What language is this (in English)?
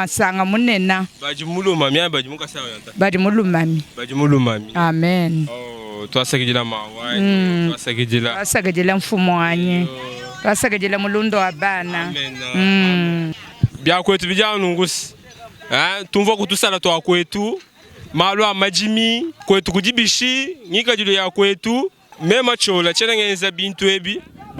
Luba-Lulua